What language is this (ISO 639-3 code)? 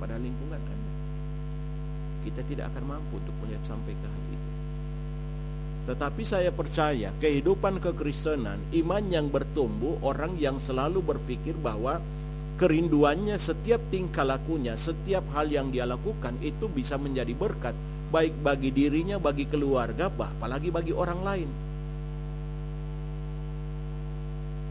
ind